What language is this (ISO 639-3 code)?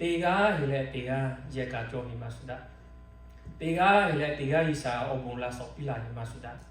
lhu